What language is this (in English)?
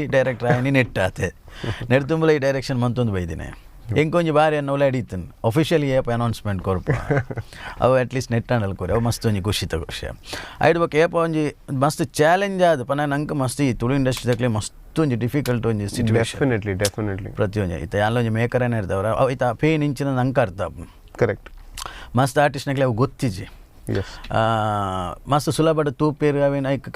Tulu